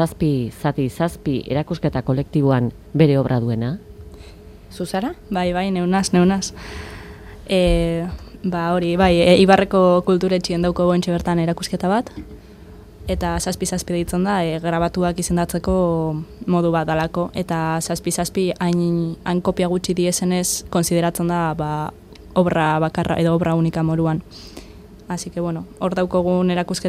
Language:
Basque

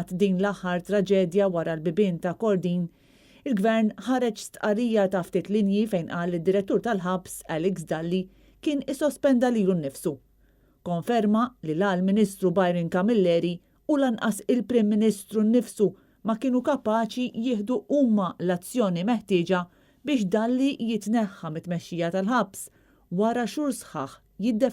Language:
Maltese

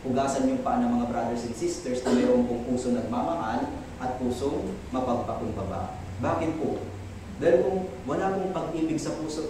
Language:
Filipino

